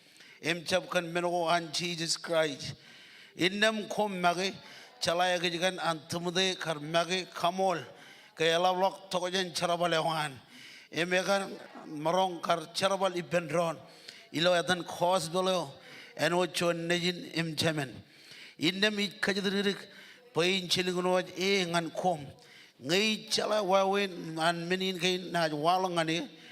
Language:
Marshallese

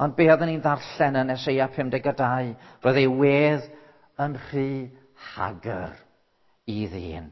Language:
Welsh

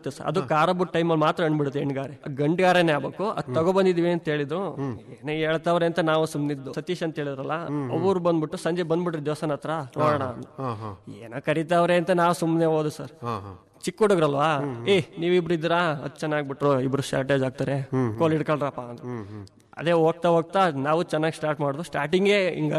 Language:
Kannada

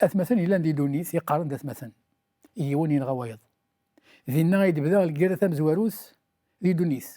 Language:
Kabyle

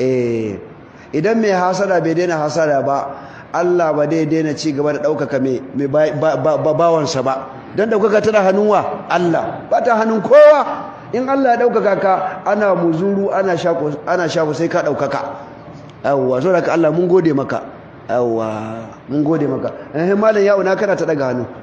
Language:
Hausa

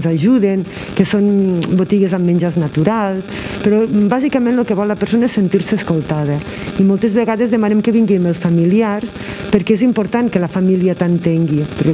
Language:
Catalan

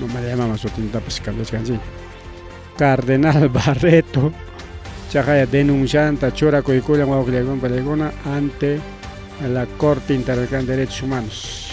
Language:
Ayacucho Quechua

